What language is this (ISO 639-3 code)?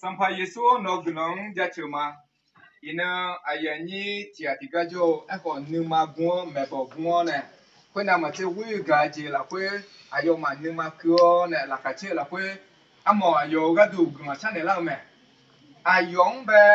ahk